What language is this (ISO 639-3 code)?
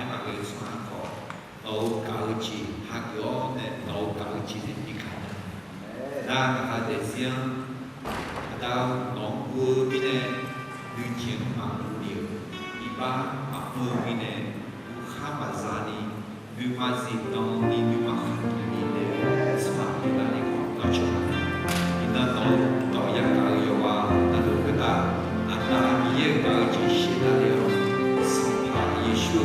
ahk